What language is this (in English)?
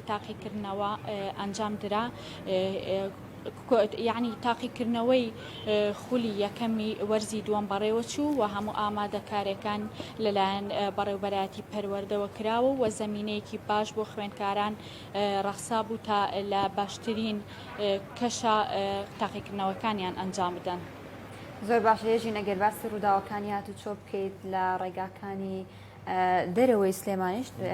Central Kurdish